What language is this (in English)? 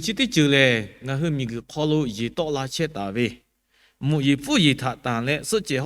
Lahu